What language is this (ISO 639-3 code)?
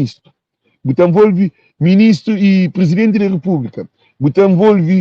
kea